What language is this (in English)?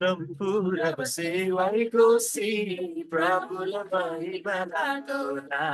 Eastern Tamang